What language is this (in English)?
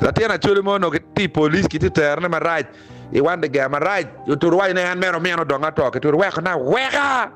Acoli